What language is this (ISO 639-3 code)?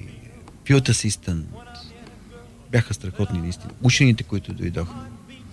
bul